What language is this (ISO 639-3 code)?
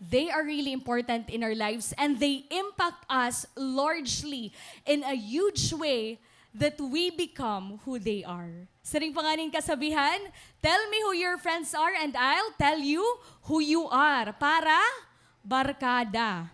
war